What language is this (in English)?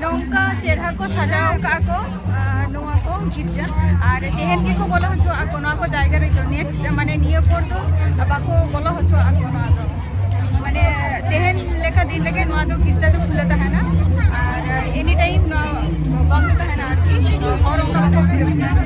Santali